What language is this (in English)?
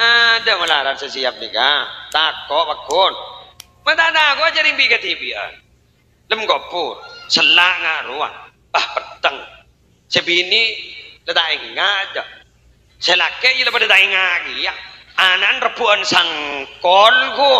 Madurese